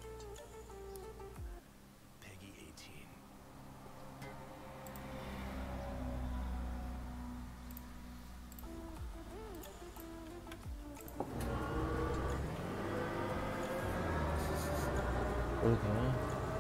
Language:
Czech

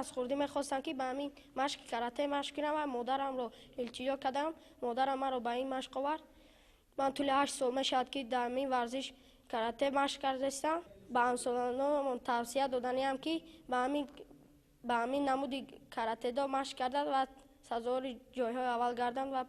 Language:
Tajik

